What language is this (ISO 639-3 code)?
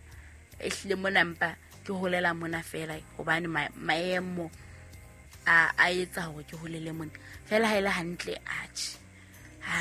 sot